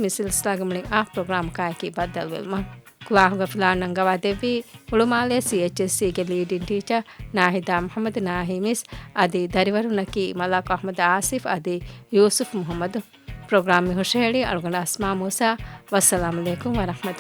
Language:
Divehi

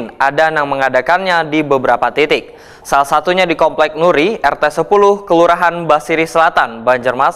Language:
Banjar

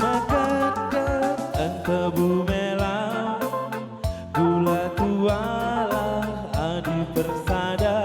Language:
Batak Karo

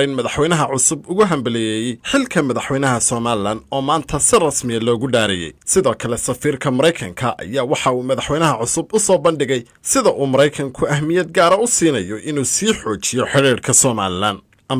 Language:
Somali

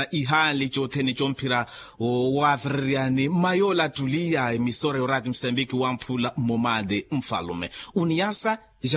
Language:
Makhuwa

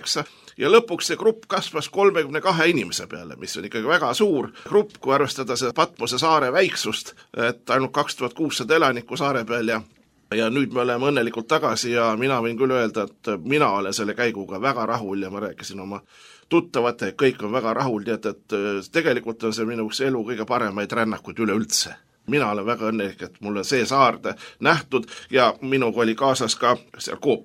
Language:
Estonian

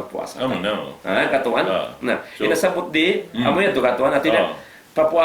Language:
Tausug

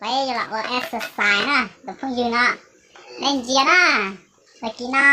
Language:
Hmong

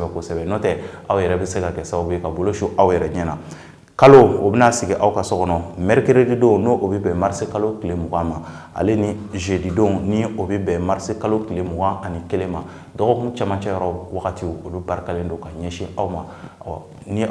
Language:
Bambara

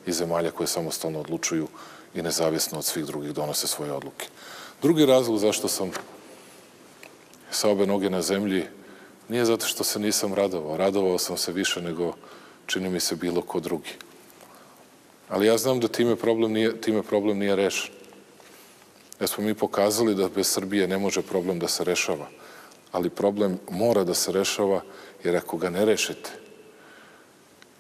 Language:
Serbian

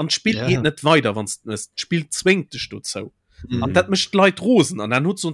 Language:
Luxembourgish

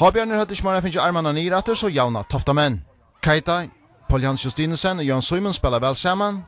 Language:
Faroese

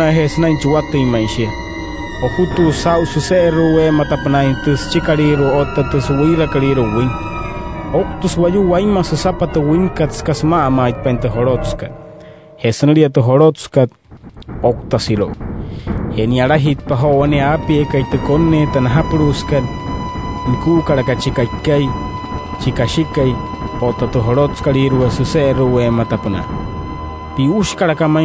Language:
Wayuu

